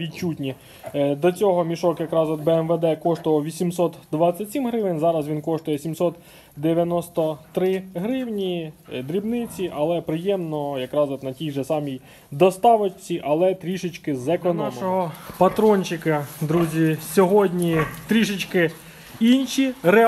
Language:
Ukrainian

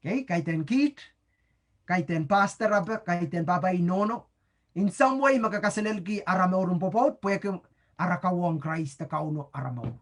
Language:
Pohnpeian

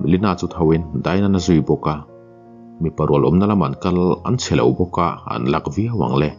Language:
Mizo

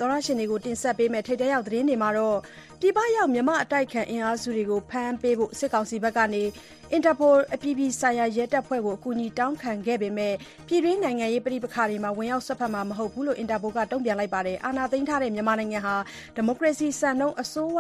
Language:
Burmese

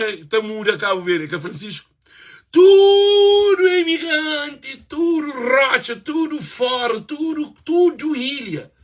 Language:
Kabuverdianu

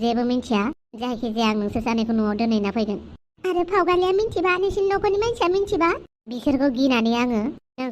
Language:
Bodo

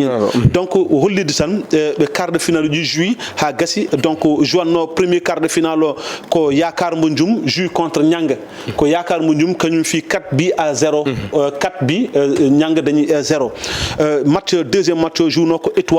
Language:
Fula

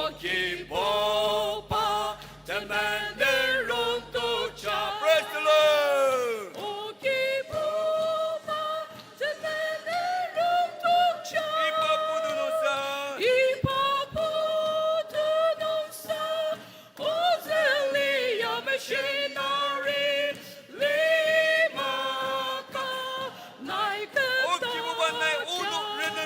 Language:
Ao Naga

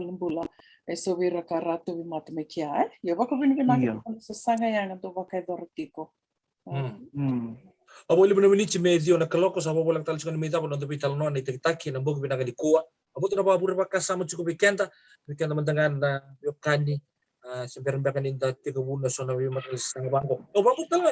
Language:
Fijian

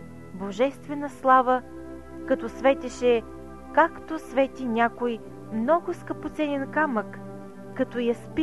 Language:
Bulgarian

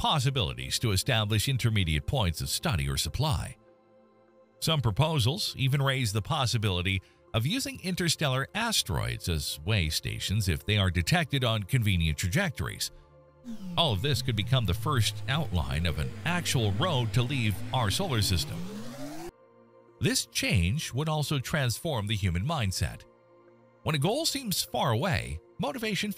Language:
English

